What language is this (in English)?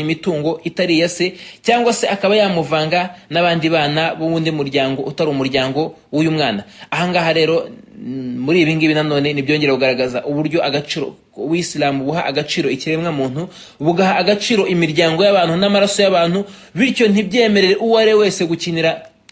Kinyarwanda